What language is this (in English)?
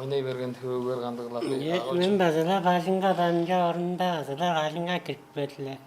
Tuvinian